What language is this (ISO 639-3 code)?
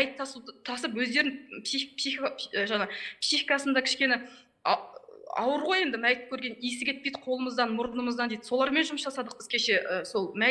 kaz